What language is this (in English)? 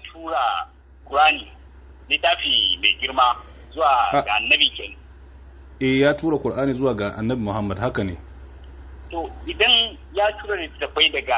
Hausa